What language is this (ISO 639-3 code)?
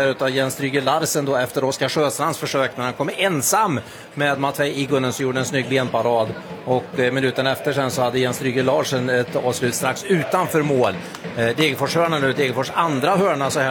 swe